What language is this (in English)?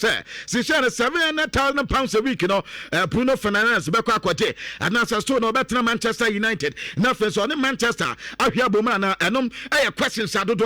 Akan